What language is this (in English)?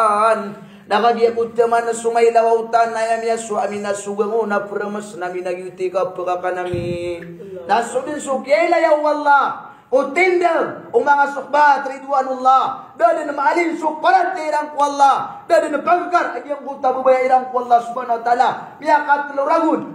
Maranao